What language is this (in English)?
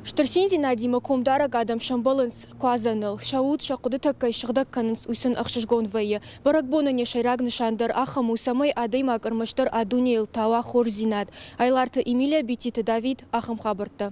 Ossetic